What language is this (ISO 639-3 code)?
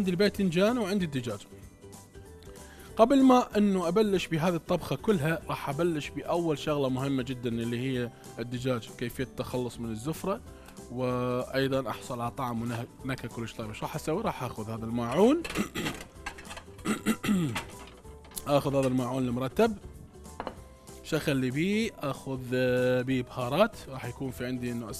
acm